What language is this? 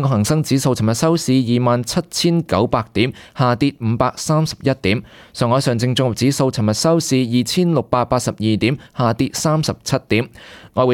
Cantonese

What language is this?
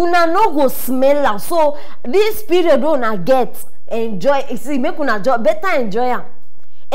Nigerian Pidgin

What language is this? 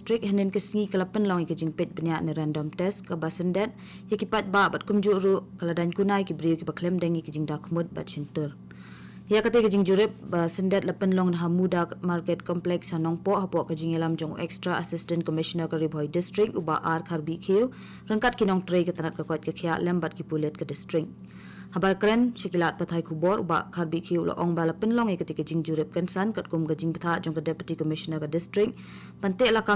Khasi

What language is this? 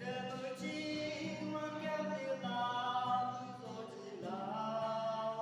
Yimchungru Naga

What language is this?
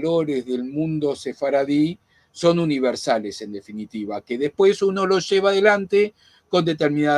Ladino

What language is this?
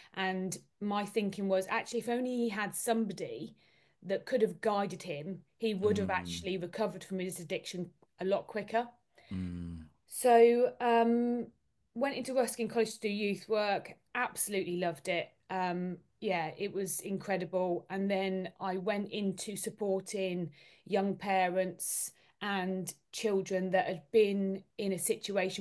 English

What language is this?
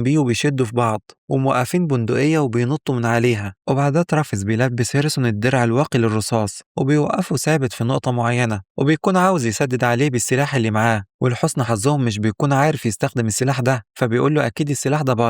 Egyptian Arabic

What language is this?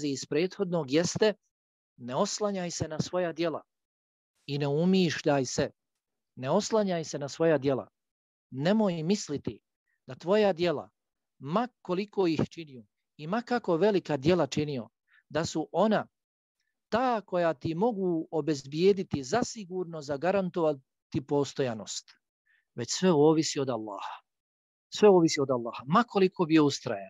Bosnian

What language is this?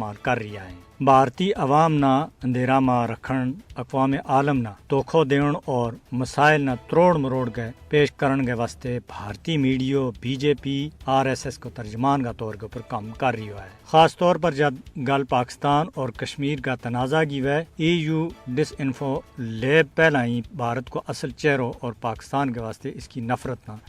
Gujari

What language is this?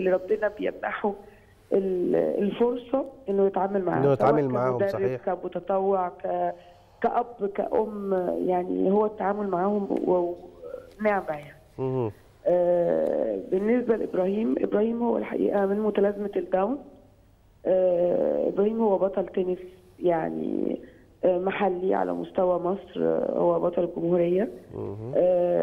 Egyptian Arabic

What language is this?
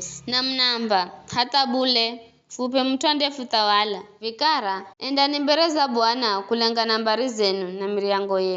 Giryama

